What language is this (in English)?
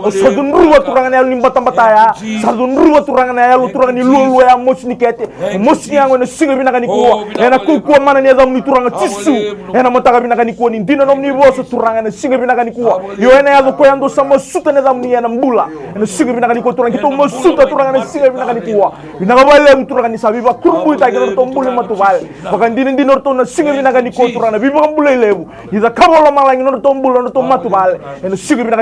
Fijian